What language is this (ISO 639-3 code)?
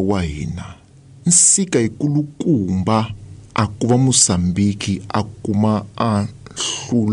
tso